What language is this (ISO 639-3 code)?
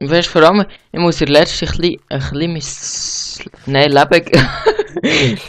gsw